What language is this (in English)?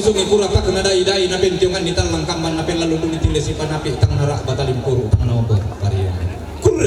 Toraja-Sa'dan